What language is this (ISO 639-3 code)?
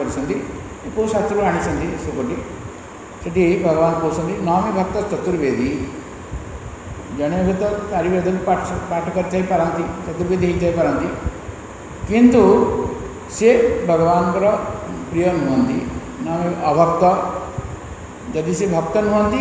ori